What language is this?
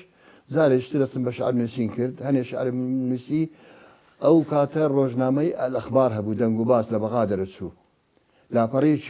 Central Kurdish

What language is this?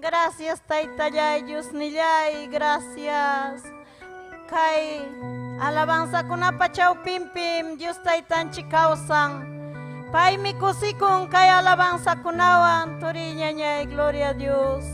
Ayacucho Quechua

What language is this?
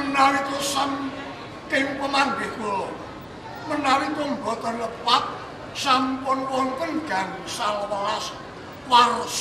Javanese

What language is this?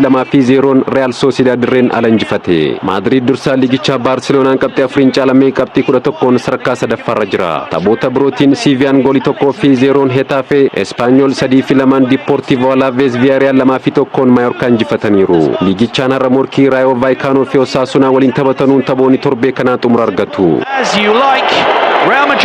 Oromo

